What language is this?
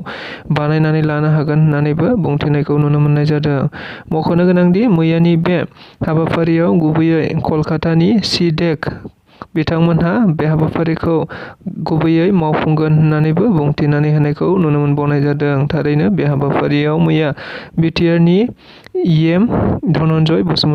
Bodo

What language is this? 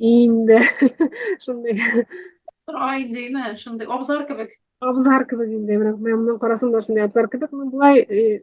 Tatar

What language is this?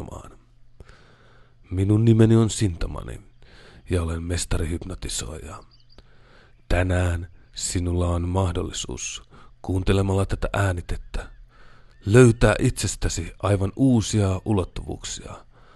Finnish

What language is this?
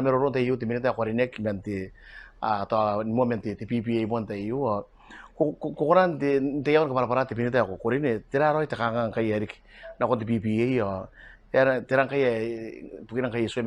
Gilbertese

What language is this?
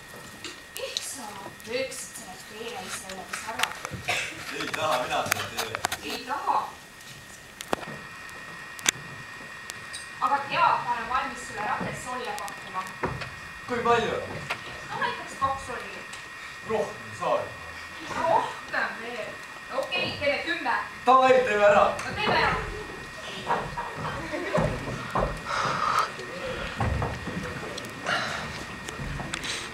Estonian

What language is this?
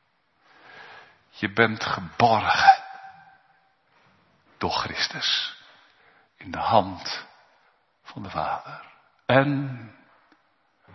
Dutch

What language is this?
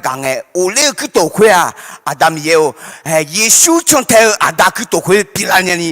Akha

